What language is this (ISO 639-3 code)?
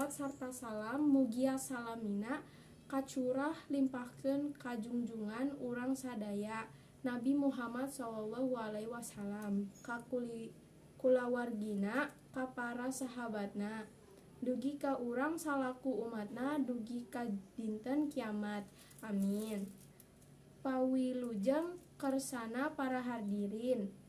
sun